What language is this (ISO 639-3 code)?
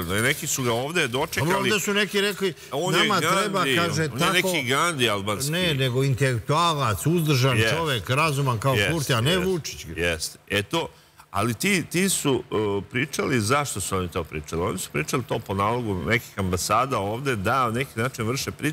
srp